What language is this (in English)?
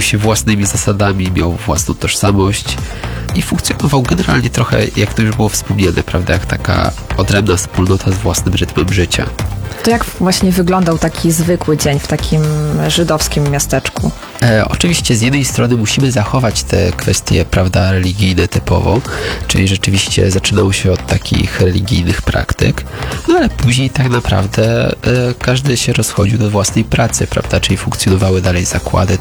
Polish